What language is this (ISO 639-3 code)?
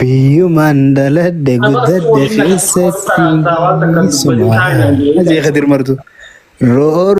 orm